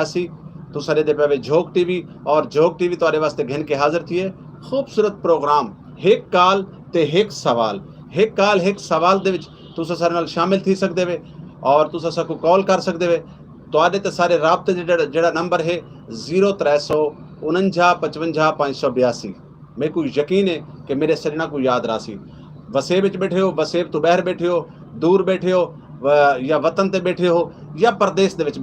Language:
Saraiki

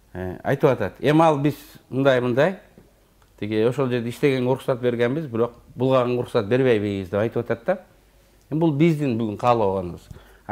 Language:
Kyrgyz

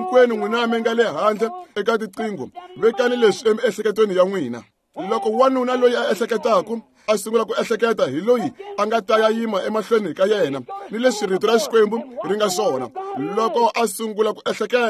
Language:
Tsonga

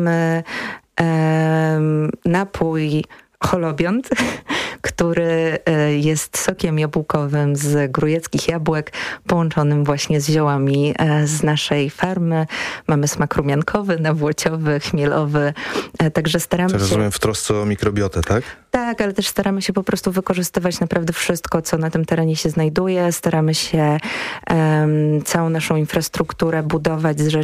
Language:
Polish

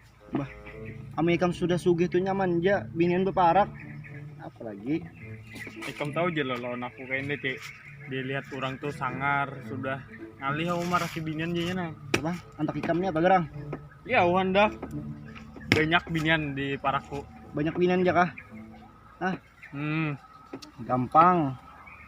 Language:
Banjar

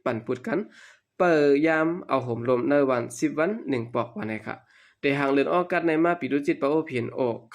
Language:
Shan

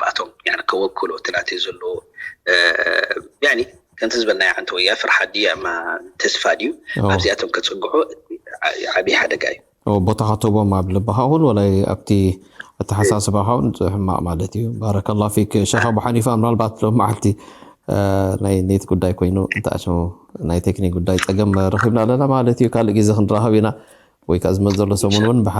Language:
Tigrinya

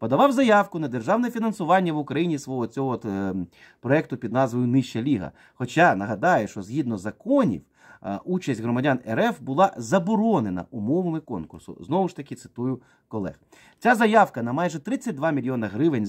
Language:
Ukrainian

